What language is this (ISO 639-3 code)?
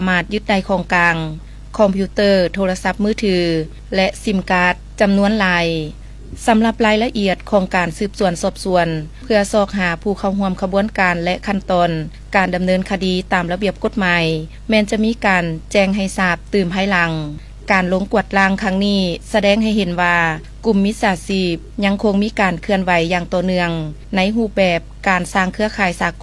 lao